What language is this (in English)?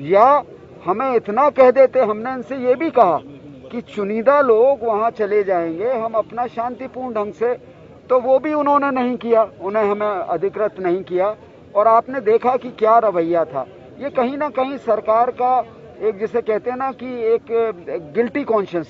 Hindi